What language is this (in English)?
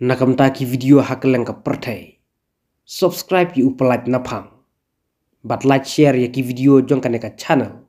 Khasi